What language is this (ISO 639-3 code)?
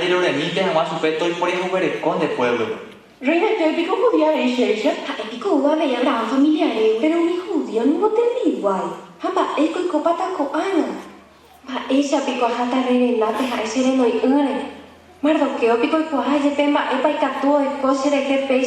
grn